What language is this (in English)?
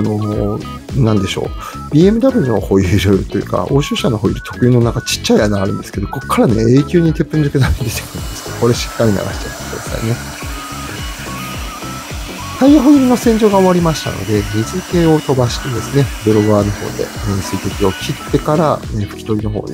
Japanese